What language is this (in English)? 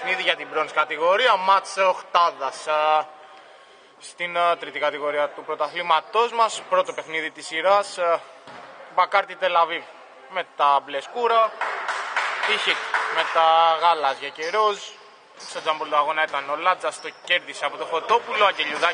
Greek